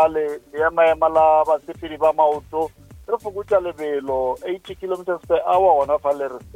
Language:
Northern Sotho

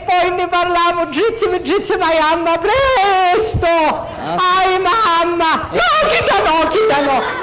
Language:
Sicilian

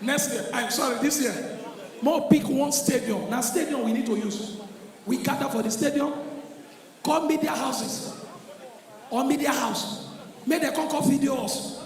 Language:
Nigerian Pidgin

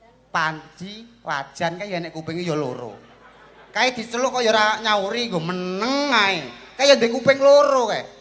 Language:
Javanese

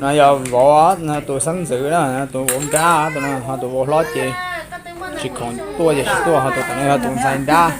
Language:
Hmong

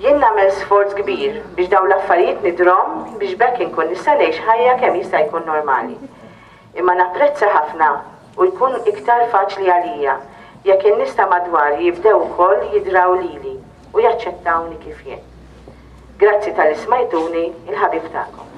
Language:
Maltese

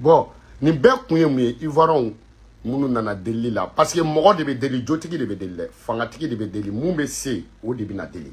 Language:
Bambara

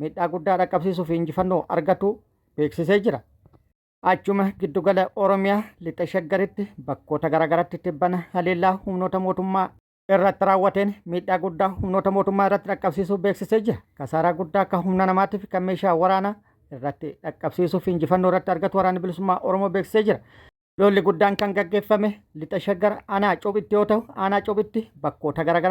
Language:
Oromo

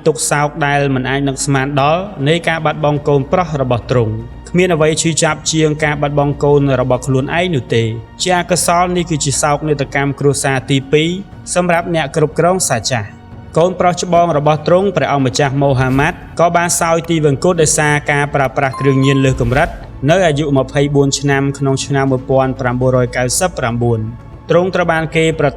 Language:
Khmer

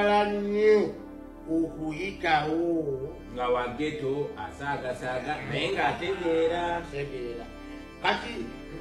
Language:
Ganda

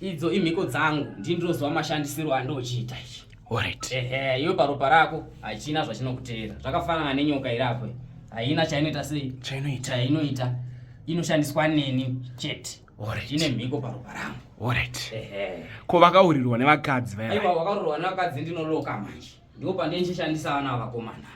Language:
Shona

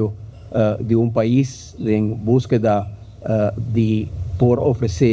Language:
Papiamento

